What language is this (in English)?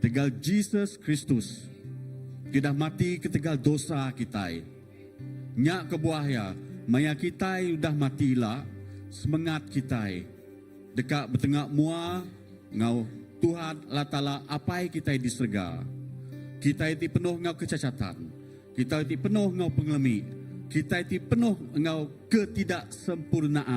Iban